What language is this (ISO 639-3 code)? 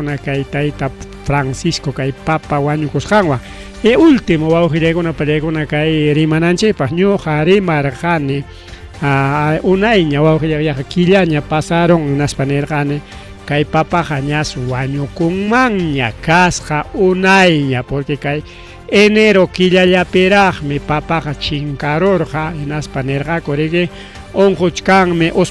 quy